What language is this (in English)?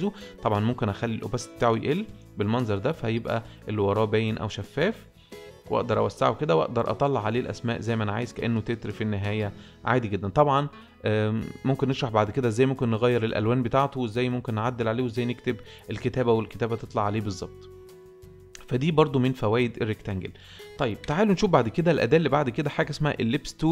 Egyptian Arabic